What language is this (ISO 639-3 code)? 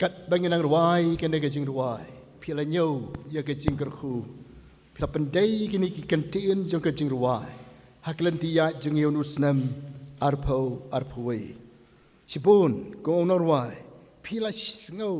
kha